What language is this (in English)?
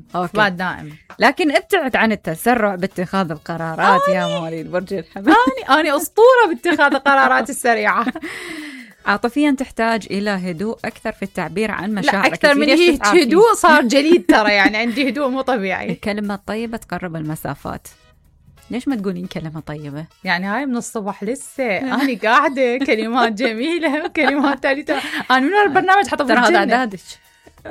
Mesopotamian Arabic